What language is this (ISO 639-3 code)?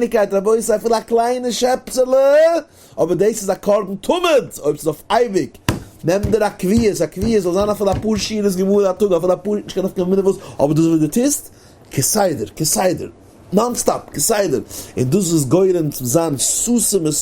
yid